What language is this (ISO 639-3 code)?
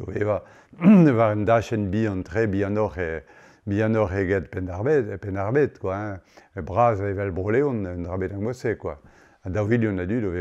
bre